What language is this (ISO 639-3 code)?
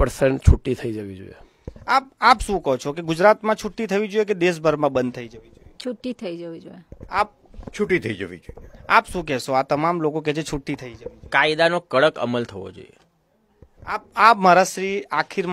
guj